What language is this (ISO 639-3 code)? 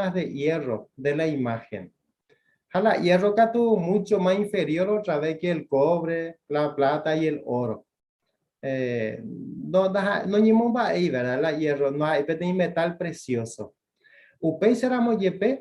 grn